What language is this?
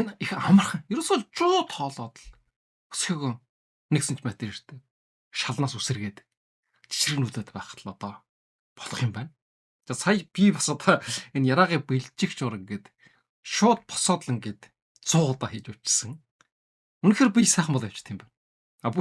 Mongolian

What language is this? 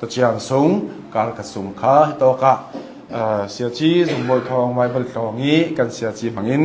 Hakha Chin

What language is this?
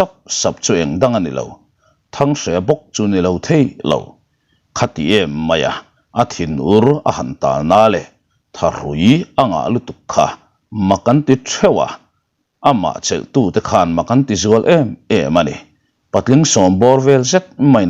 Mizo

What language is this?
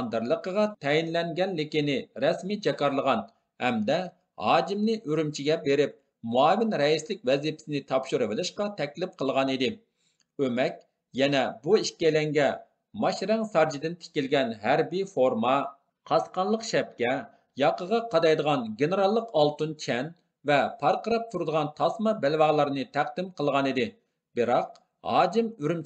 Uyghur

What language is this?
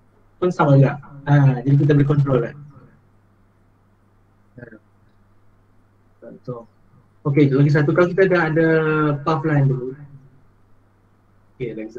Malay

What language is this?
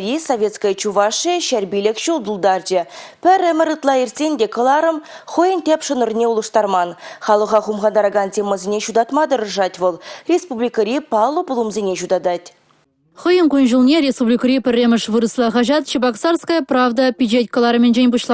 Chuvash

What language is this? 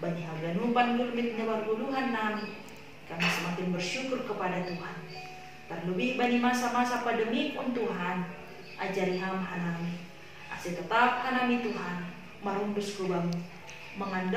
Batak Simalungun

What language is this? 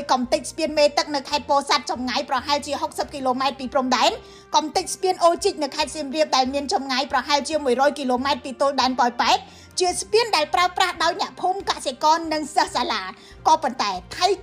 Khmer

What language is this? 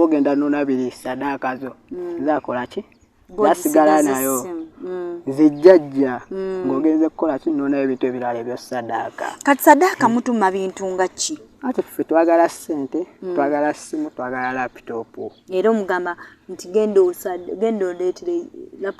Ganda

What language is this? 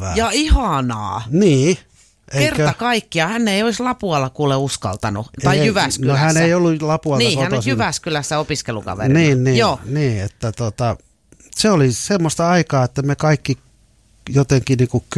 Finnish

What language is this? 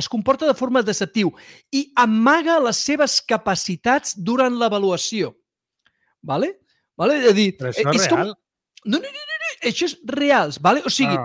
Catalan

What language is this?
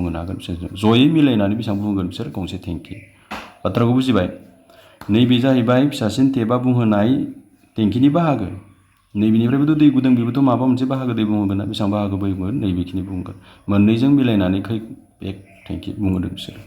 Bodo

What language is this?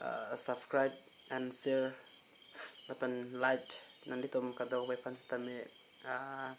Karbi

